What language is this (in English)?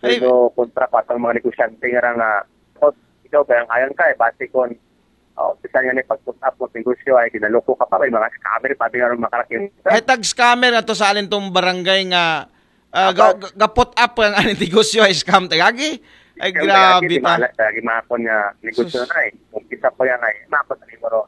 Aklanon